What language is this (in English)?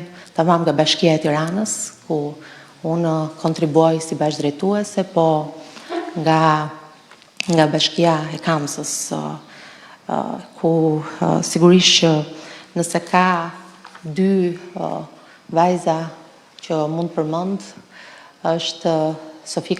Albanian